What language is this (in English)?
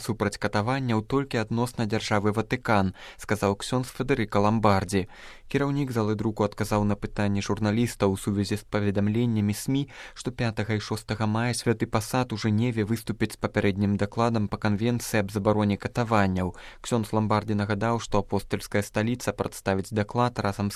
Belarusian